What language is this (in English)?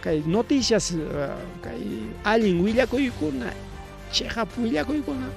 Ayacucho Quechua